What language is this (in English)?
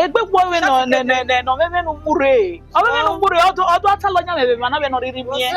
Bini